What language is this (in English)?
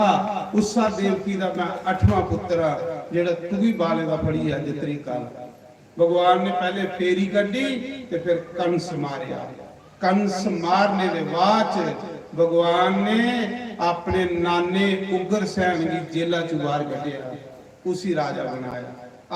Dogri